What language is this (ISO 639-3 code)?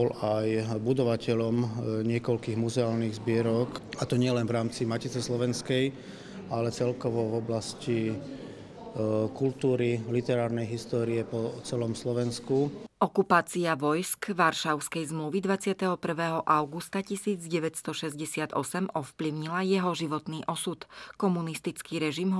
slk